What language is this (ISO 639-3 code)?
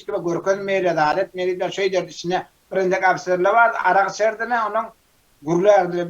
tuk